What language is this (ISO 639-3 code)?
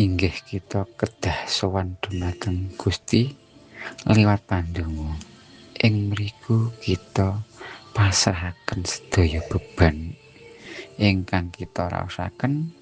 jav